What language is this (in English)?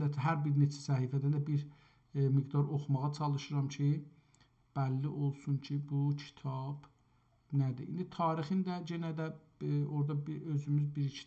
South Azerbaijani